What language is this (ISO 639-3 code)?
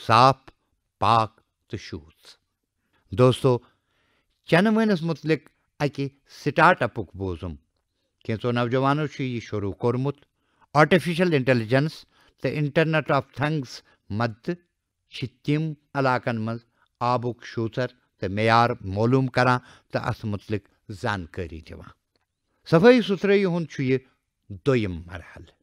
kas